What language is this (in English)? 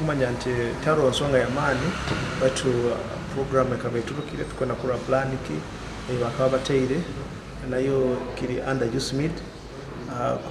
Nyoro